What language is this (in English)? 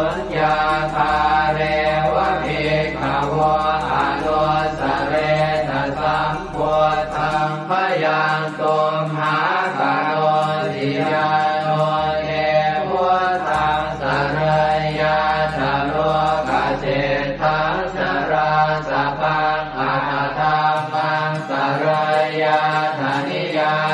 Pali